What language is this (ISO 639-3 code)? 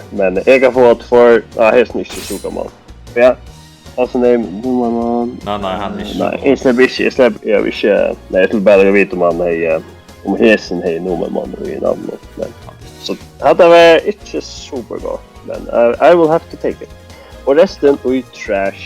fao